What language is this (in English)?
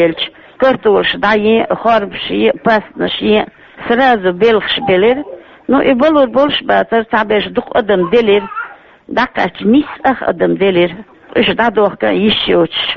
Chechen